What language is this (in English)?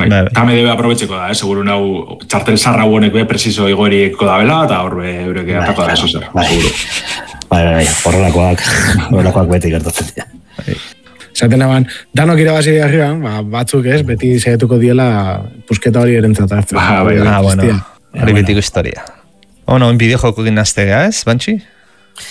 Basque